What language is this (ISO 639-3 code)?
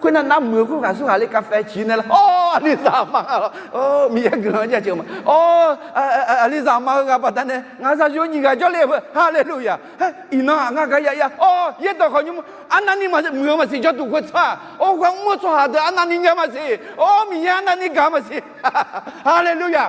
ahk